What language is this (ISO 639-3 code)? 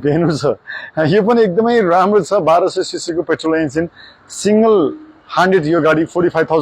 nep